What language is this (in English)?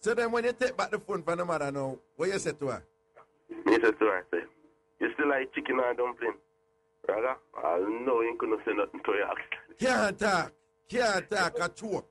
Jamaican Creole English